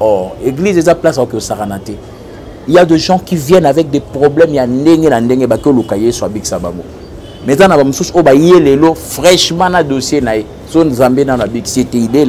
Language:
Lingala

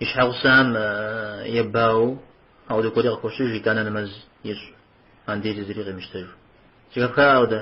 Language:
Kabardian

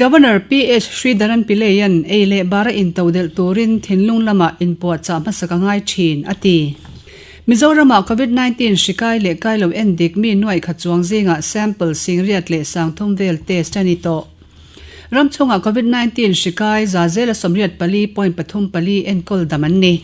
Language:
Mizo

